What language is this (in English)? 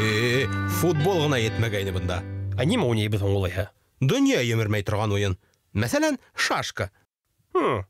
Bashkir